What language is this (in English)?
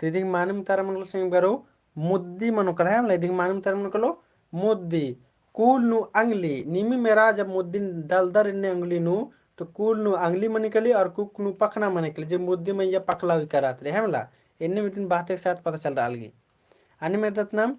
Kurukh